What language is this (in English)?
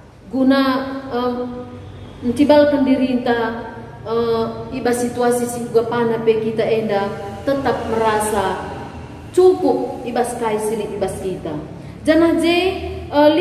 Batak Karo